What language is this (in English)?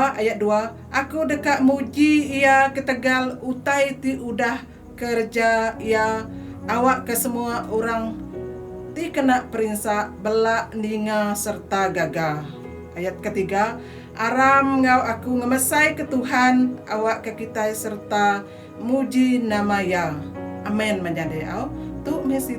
Iban